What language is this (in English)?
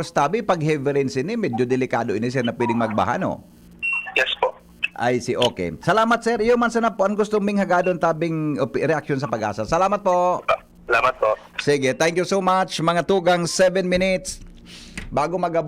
Bikol